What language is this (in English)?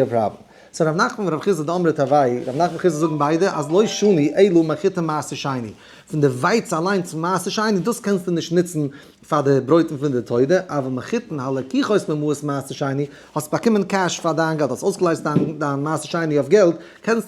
Yiddish